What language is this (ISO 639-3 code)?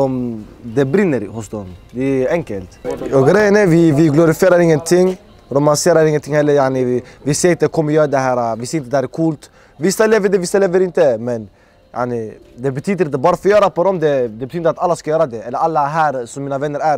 swe